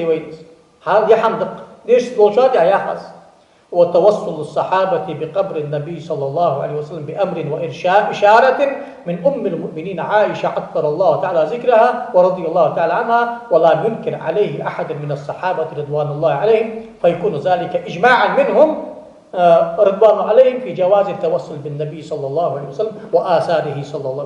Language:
Ingush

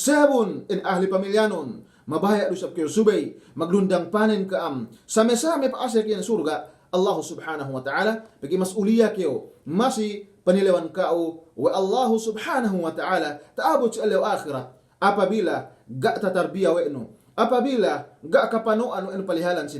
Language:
Yakan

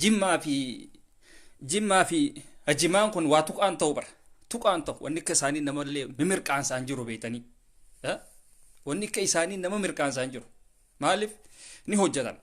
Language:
Oromo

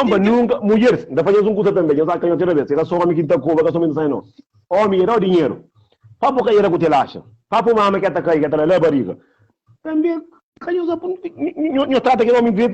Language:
Kabuverdianu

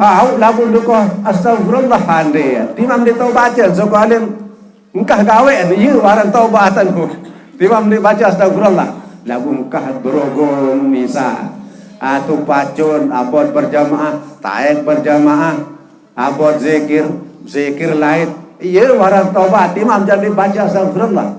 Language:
Sasak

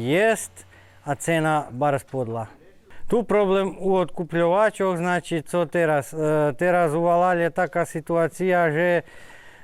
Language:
Rusyn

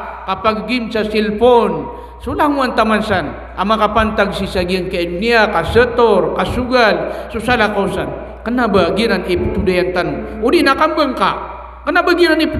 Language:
Maranao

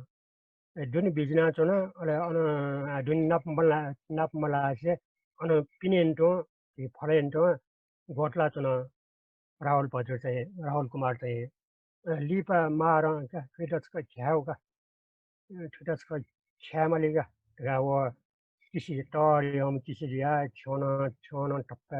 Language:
Newari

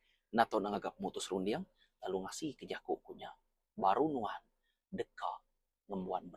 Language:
Iban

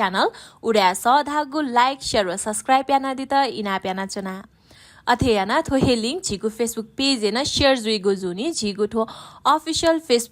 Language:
Newari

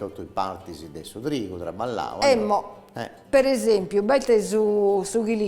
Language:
Sardinian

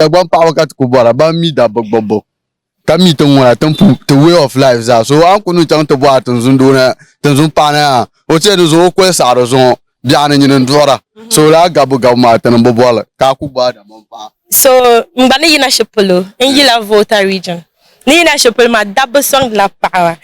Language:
Dagbani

